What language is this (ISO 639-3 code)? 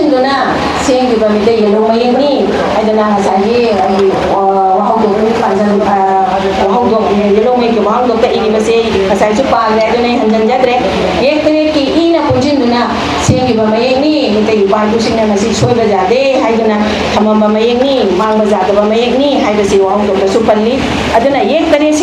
mni